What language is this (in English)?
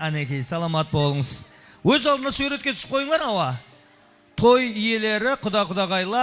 Kara-Kalpak